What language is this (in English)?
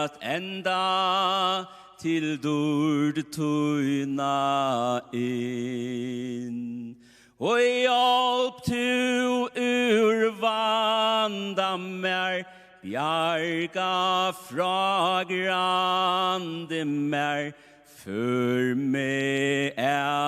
Faroese